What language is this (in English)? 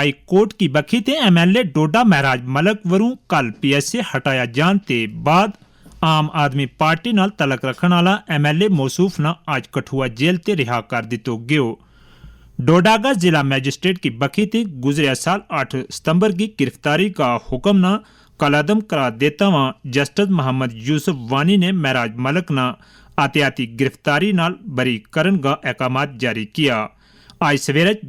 Gujari